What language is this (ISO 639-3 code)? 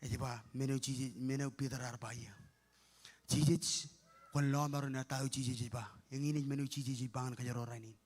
mah